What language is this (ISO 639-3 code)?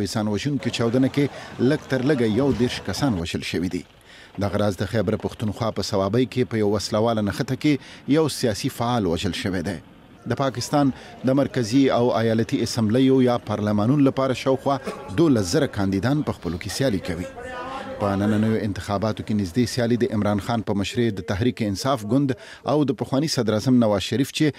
pus